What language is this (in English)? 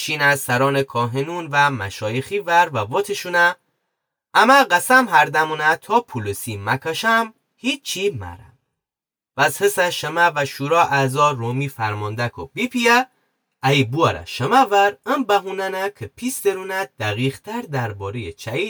Gilaki